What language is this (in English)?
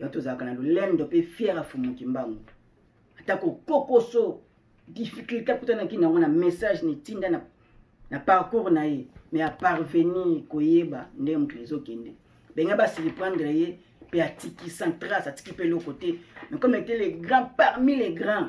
Lingala